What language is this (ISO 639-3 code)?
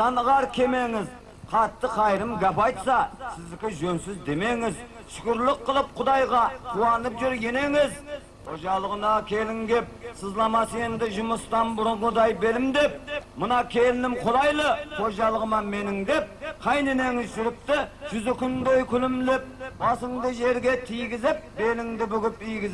kaa